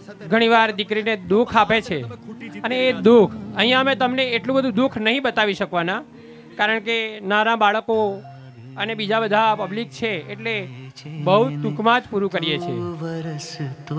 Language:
Gujarati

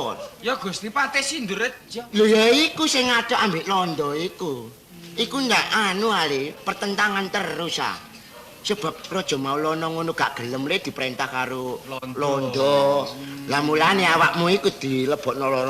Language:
Javanese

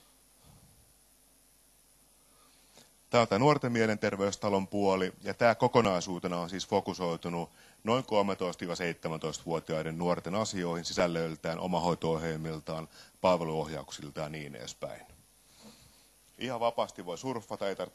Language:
Finnish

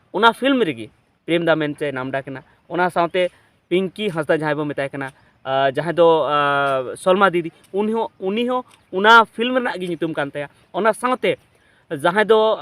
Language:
Santali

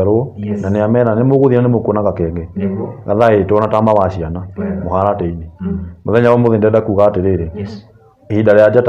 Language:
Kikuyu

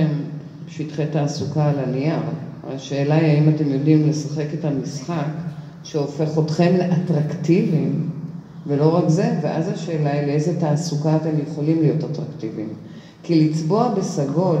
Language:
Hebrew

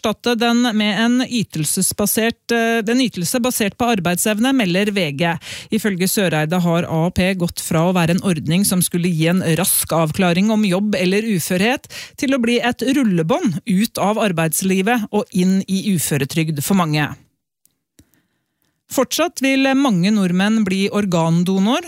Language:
Norwegian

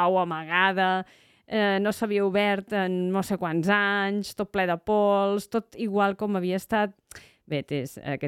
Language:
Catalan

